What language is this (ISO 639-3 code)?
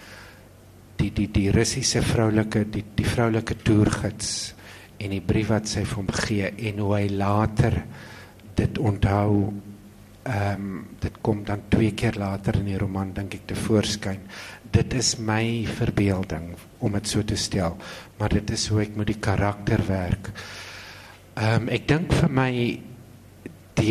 afr